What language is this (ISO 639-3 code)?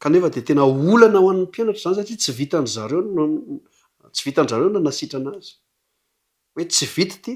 mlg